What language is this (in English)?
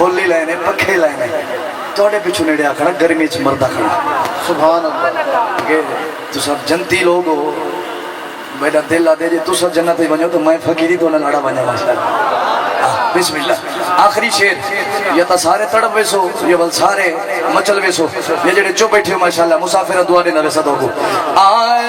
Saraiki